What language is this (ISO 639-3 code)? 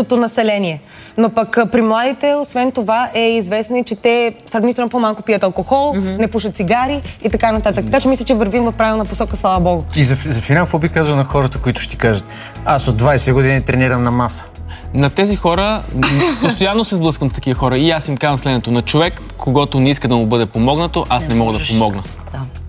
bul